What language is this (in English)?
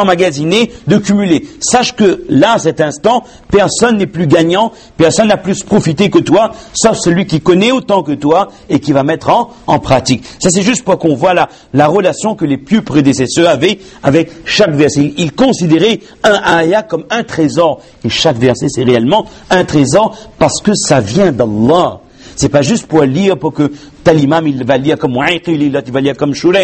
French